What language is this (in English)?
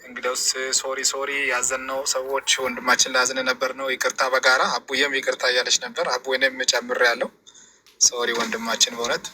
Amharic